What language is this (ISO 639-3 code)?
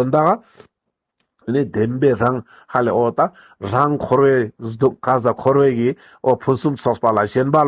lbj